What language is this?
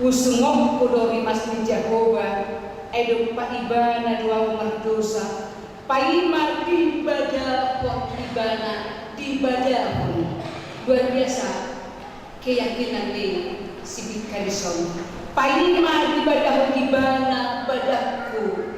Batak Toba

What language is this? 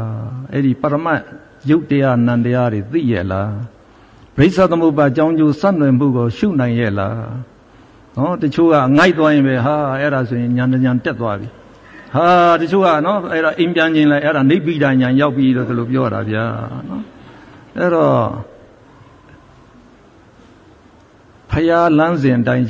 Burmese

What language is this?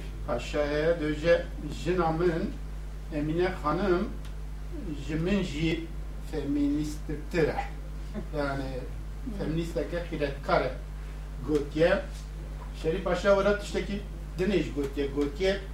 Kurdish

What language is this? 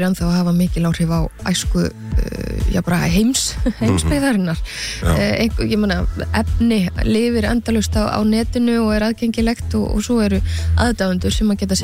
Icelandic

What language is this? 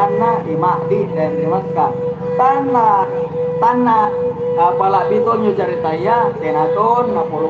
Makasar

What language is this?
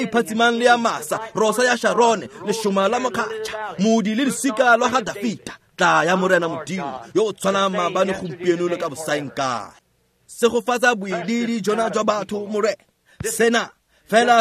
Tswana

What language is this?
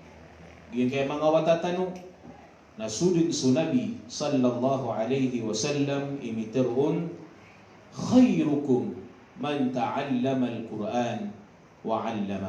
Maranao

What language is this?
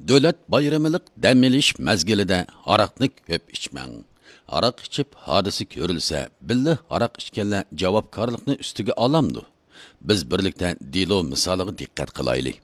Uyghur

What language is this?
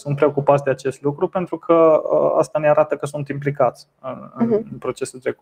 Romanian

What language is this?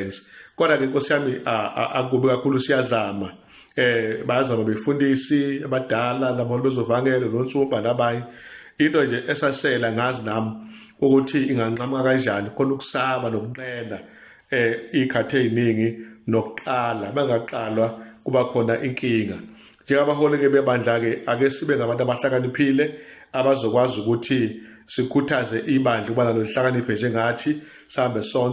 Zulu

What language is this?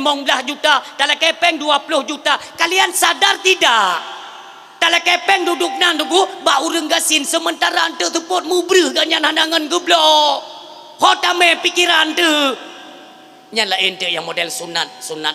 Achinese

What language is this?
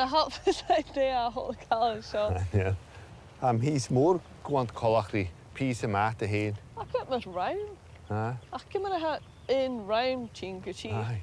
Scottish Gaelic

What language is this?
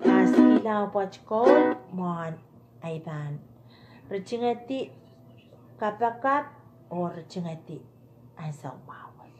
Pohnpeian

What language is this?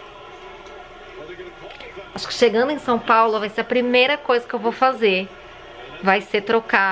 Portuguese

